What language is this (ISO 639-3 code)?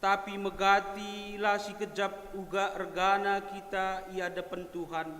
btx